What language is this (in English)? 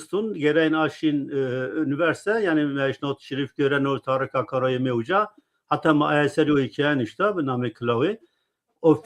Zaza